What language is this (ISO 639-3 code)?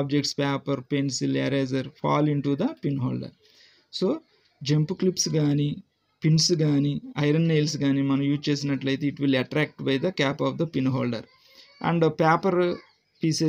tel